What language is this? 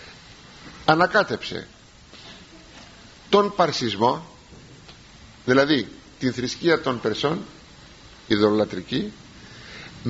Greek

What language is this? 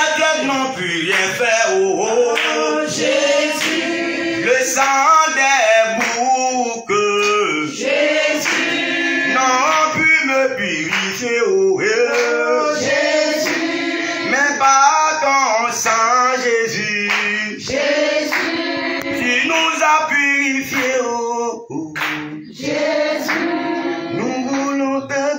French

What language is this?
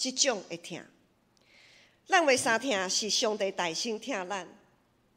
Min Nan Chinese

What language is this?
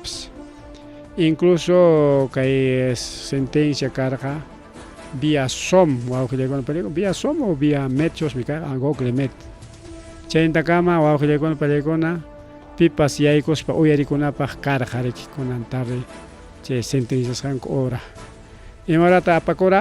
Ayacucho Quechua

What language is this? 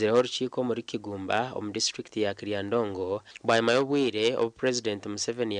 Nyankole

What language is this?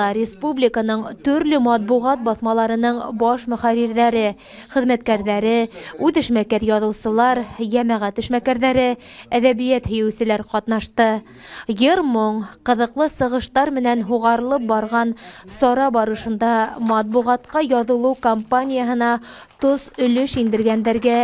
Bashkir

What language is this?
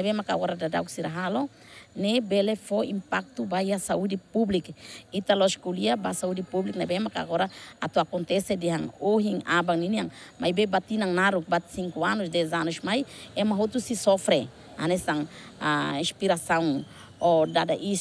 Tetum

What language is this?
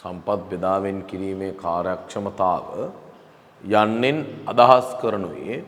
Sinhala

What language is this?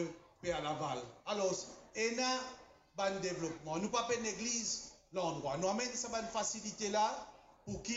Morisyen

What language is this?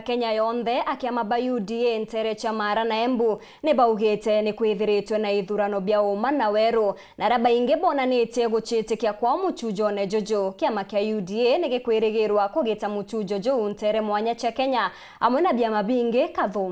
Meru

